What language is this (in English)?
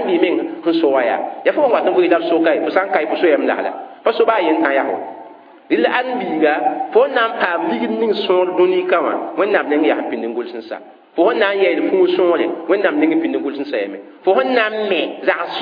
Mossi